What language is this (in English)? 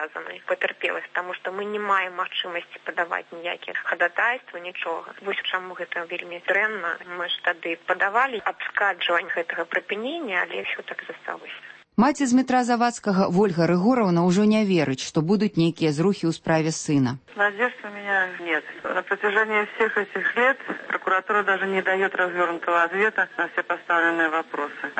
Belarusian